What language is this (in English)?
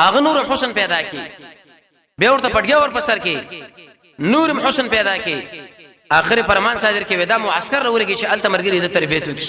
Pashto